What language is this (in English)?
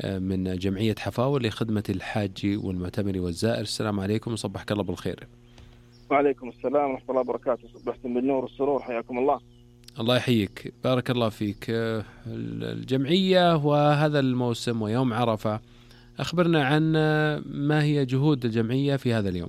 Najdi Arabic